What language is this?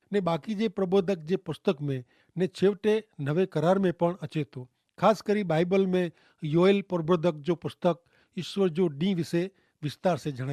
Kachhi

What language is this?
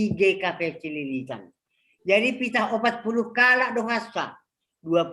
Batak Simalungun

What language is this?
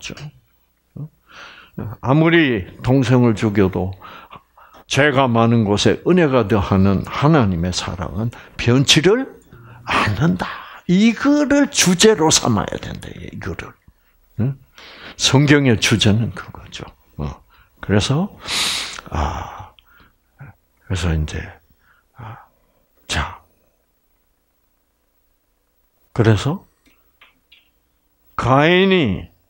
Korean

